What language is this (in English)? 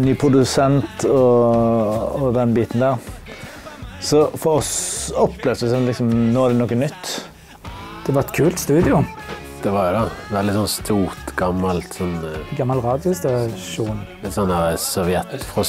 Norwegian